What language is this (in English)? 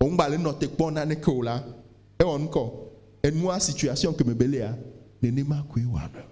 Ewe